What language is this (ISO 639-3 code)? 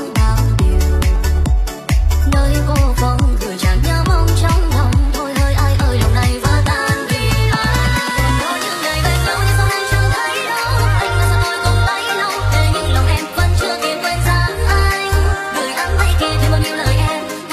vie